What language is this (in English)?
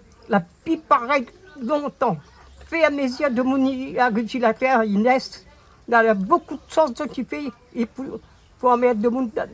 Réunion Creole French